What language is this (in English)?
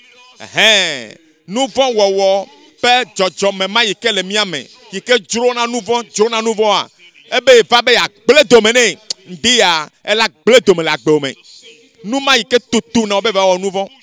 Ewe